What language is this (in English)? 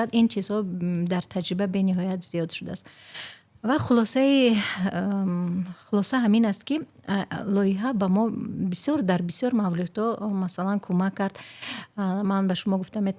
Tajik